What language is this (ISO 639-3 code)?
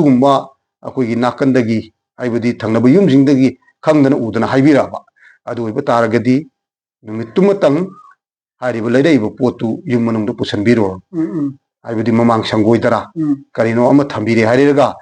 mni